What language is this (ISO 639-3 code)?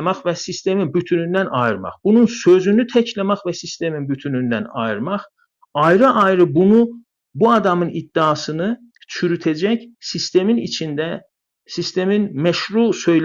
azb